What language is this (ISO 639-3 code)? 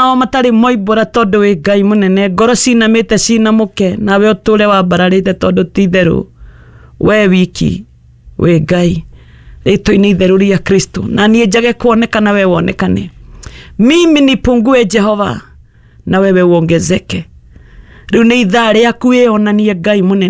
kik